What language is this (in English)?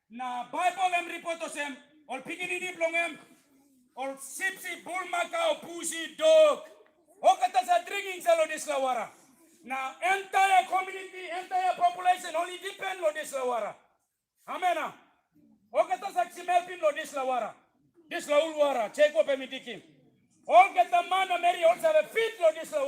Tok Pisin